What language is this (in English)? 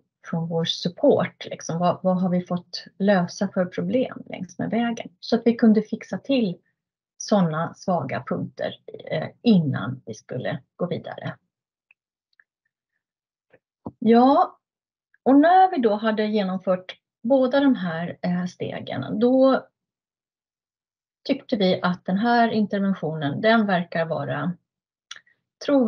Swedish